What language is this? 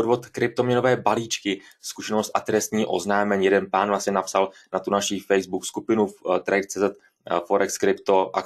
Czech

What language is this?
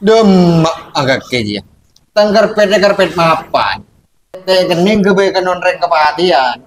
Madurese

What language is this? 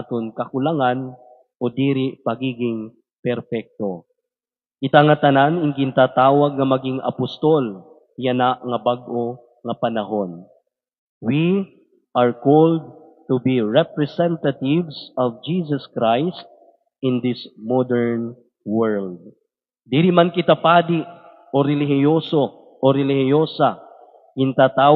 Waray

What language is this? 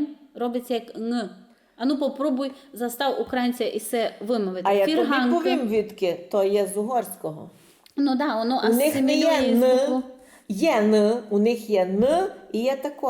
Rusyn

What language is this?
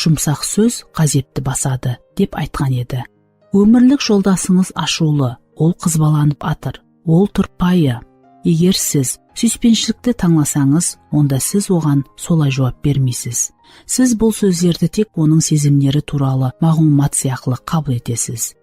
Kara-Kalpak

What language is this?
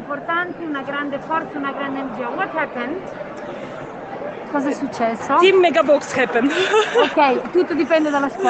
Italian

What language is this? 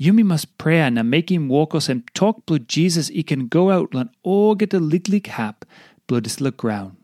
Tok Pisin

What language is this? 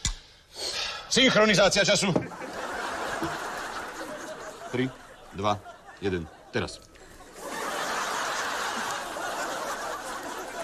Slovak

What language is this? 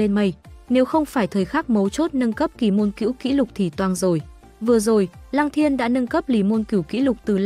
Vietnamese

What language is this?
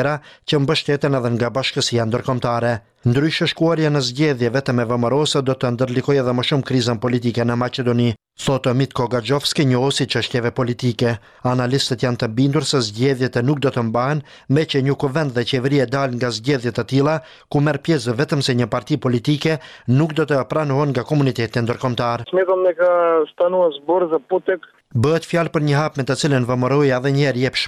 Albanian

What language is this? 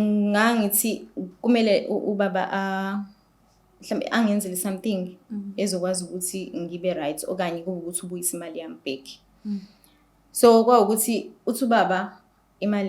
Zulu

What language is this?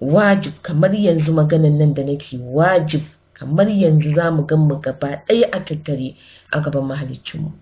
Hausa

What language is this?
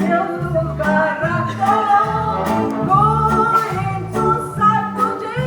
Konkani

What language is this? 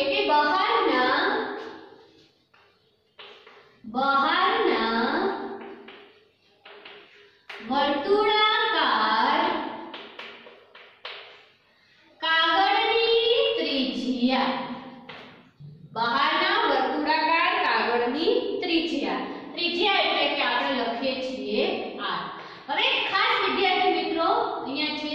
Gujarati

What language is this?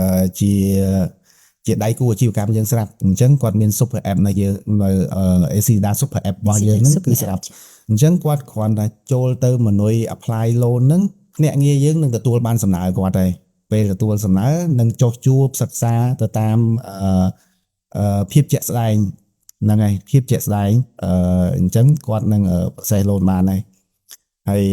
Khmer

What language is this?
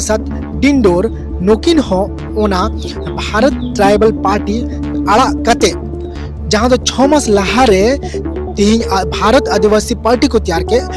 Santali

